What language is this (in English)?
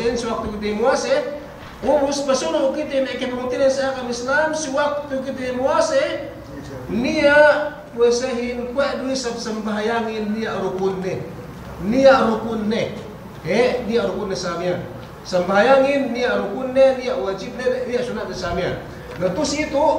Yakan